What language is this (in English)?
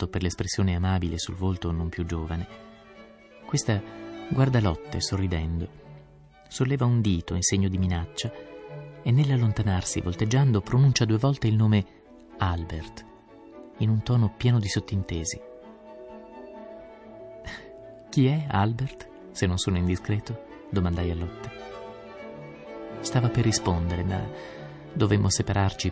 Italian